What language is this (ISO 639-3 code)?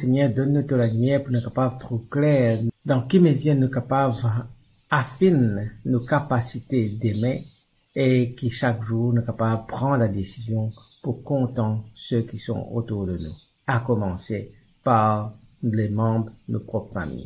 mfe